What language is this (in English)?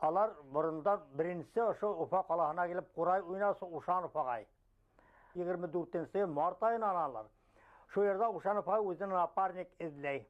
Bashkir